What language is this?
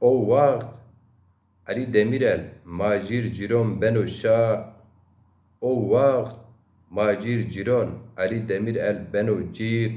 Zaza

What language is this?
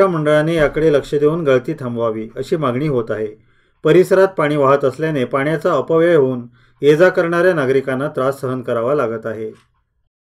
Marathi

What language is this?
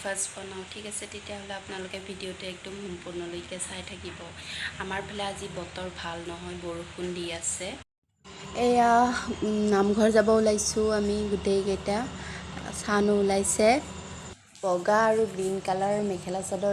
Assamese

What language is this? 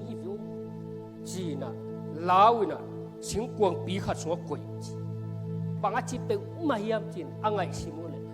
Tedim Chin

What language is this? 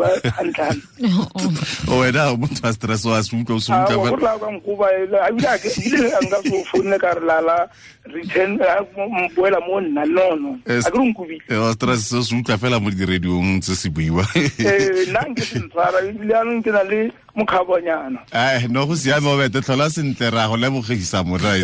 Tswana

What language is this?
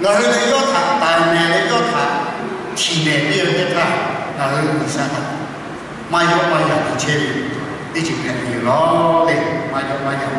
Lahu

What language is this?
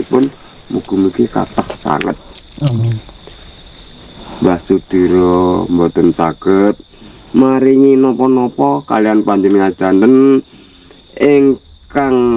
Javanese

